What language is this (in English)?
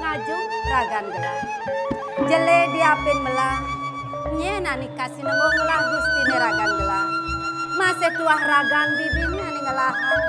Balinese